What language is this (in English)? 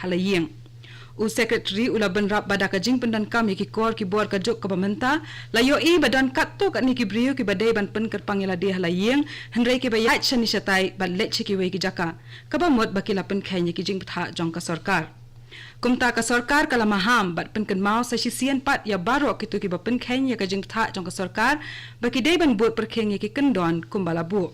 Khasi